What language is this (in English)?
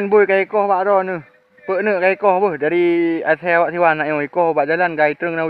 Achinese